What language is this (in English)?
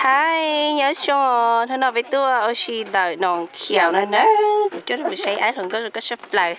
Hmong